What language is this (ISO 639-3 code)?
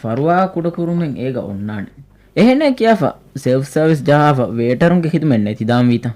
div